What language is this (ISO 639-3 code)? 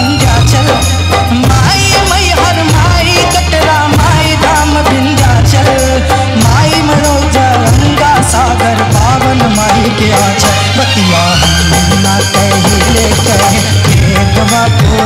bho